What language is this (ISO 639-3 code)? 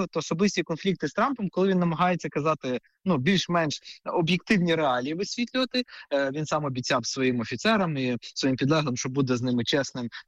ukr